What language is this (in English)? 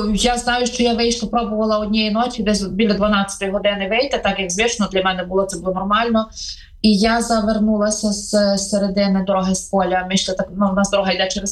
Ukrainian